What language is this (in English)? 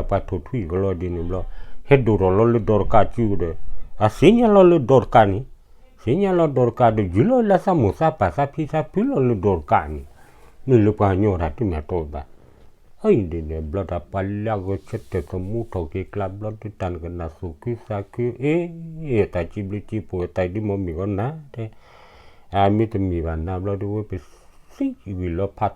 S'gaw Karen